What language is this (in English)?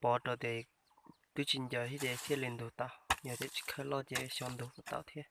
Hmong